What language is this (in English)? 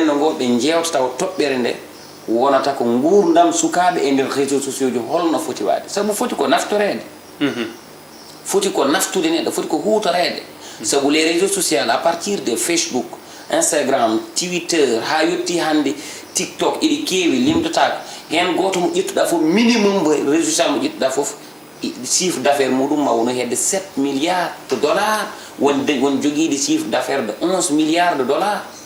Fula